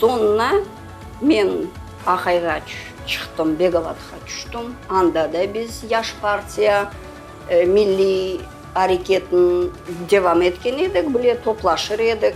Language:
Crimean Tatar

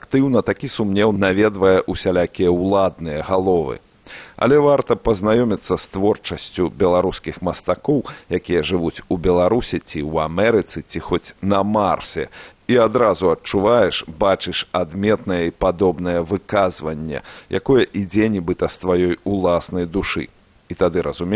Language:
Belarusian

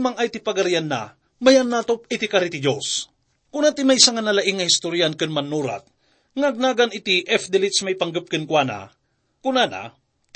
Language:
Iloko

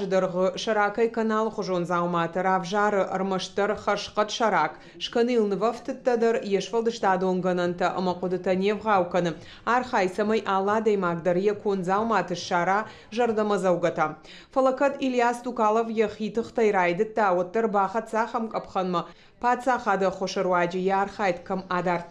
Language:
Ossetic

